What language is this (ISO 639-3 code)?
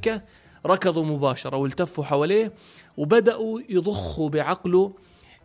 apc